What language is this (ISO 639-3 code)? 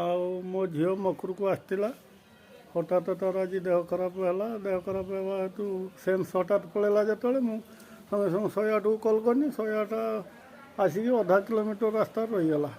ori